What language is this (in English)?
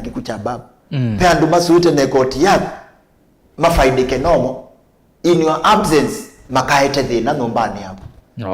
Kamba